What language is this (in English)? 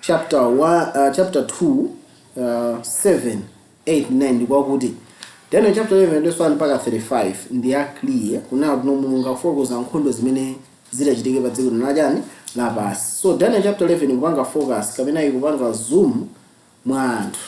Nyanja